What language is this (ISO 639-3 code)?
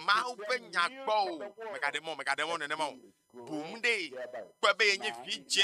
ewe